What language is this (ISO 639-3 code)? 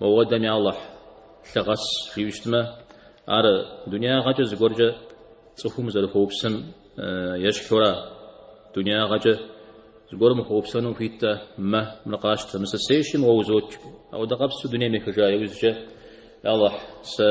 kbd